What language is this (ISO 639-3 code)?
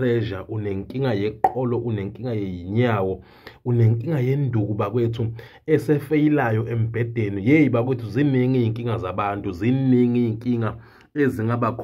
zul